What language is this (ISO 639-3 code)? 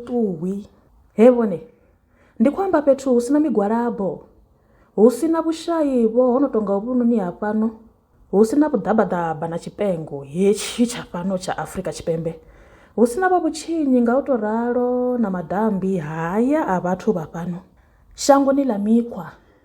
ven